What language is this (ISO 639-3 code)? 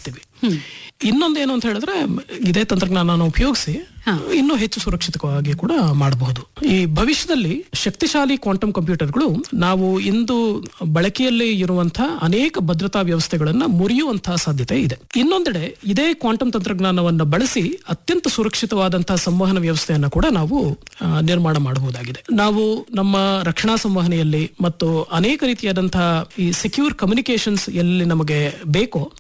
kan